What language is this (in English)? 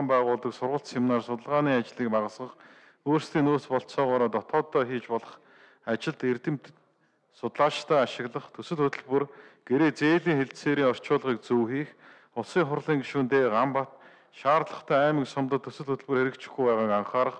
Mongolian